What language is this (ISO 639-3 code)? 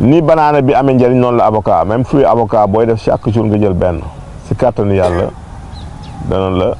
wol